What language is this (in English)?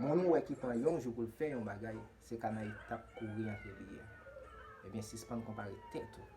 Haitian Creole